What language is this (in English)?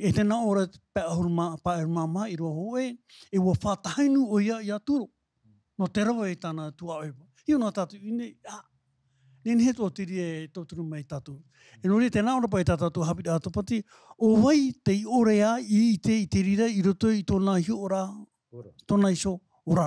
Tahitian